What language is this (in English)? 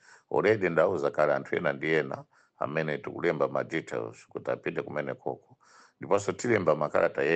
Nyanja